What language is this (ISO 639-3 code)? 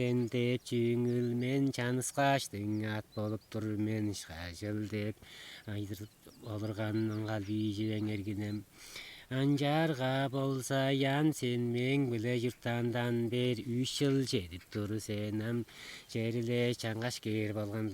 tyv